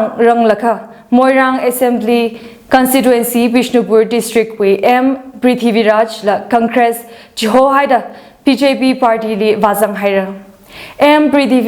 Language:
Tangkhul Naga (India)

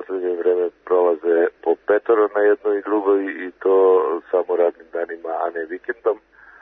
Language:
Serbian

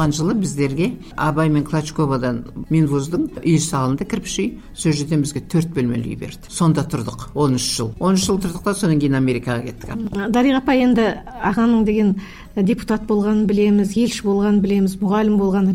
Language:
Kazakh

